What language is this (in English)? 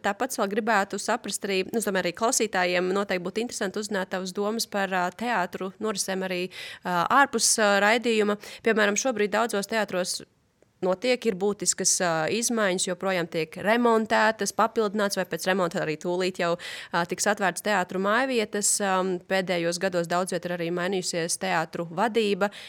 Latvian